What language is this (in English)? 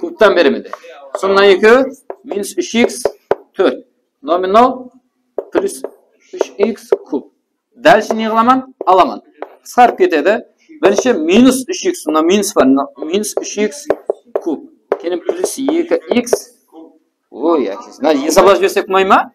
Kara-Kalpak